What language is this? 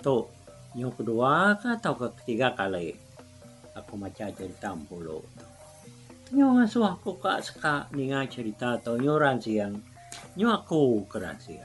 Iban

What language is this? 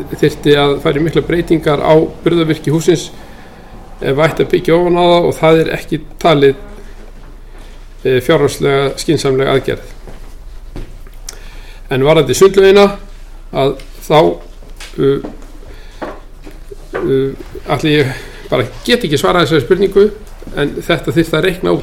Icelandic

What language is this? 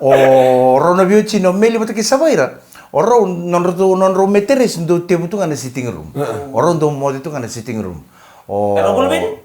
Fijian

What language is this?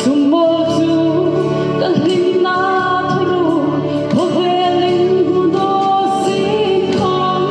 Hmar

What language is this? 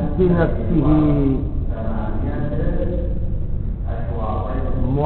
Arabic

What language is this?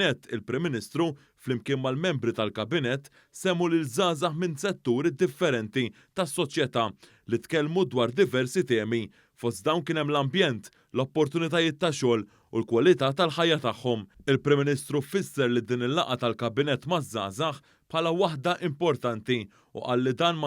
Maltese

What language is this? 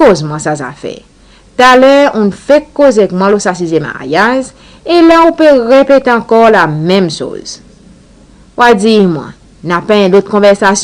Seselwa Creole French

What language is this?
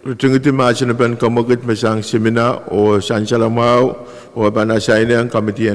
Pohnpeian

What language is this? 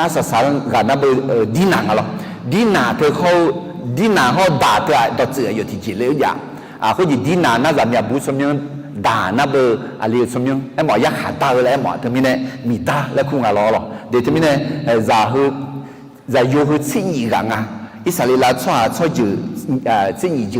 Akha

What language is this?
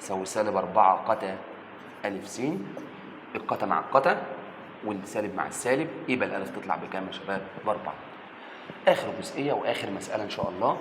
Egyptian Arabic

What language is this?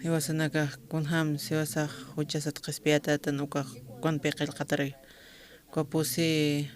Aymara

